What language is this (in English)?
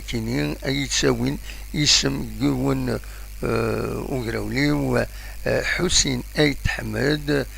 Kabyle